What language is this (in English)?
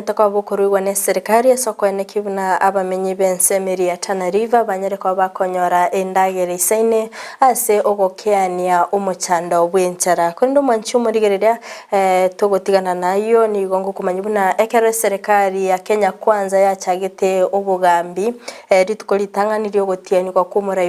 Gusii